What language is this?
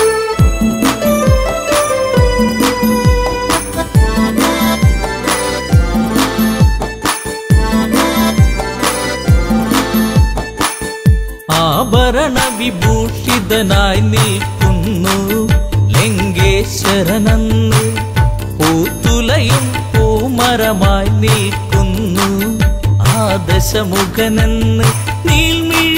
Malayalam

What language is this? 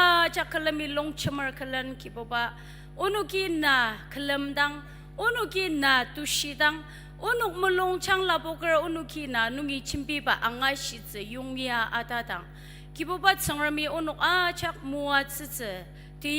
Ao Naga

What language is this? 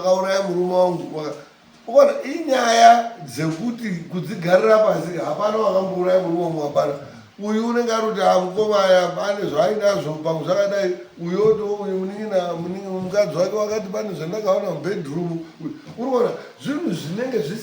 Shona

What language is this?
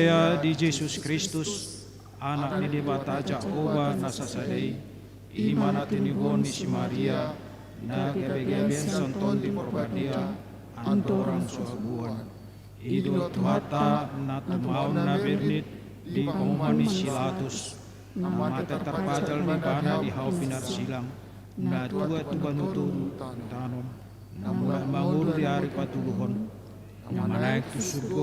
Batak Toba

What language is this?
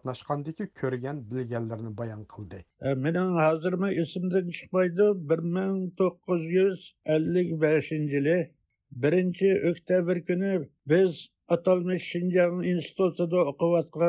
Uyghur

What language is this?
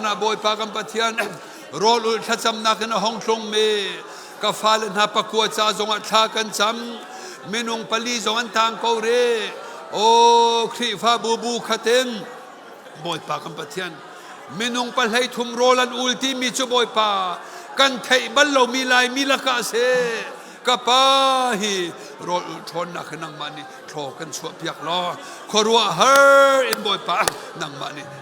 Hakha Chin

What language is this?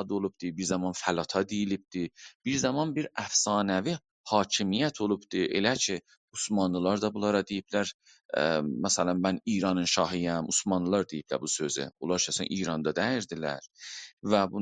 South Azerbaijani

